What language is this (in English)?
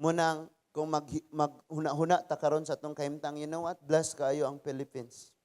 Cebuano